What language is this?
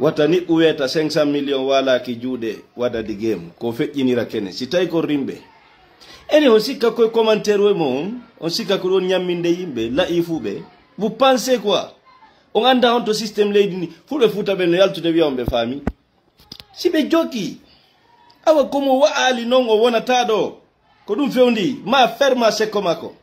Fula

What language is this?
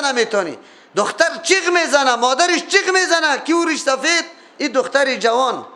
Persian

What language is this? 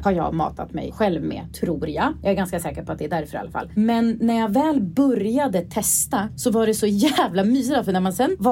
Swedish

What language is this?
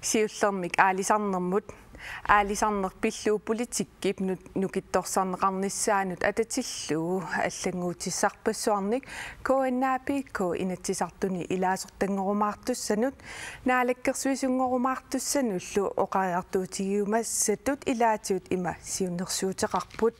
Kalaallisut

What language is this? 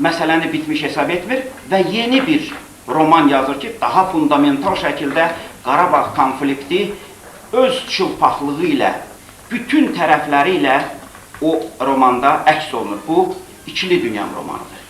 Azerbaijani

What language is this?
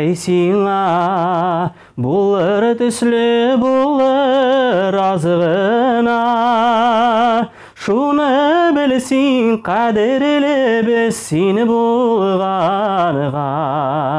Tatar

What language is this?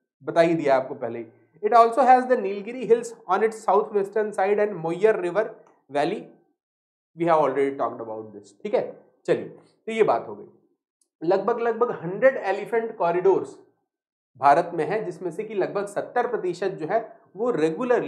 Hindi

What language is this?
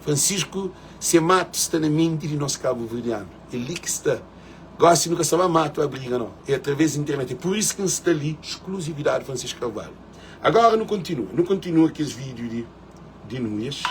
Kabuverdianu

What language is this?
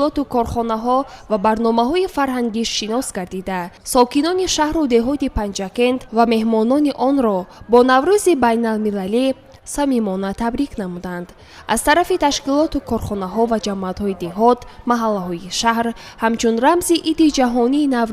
Tajik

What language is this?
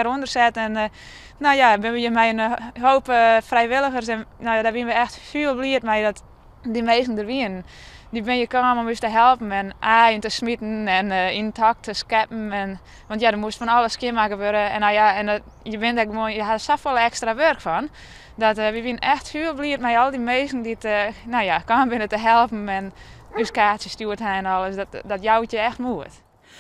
Western Frisian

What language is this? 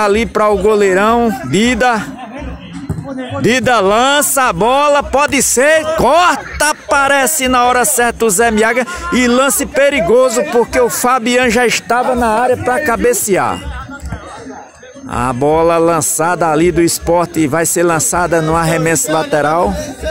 Portuguese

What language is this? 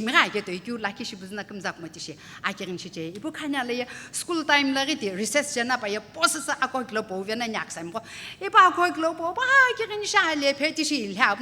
Sumi Naga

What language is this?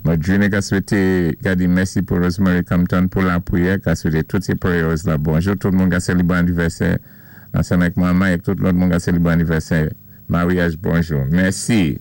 Saint Lucian Creole French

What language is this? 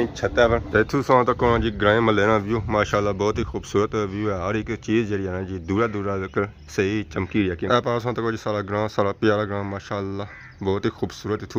Pahari-Potwari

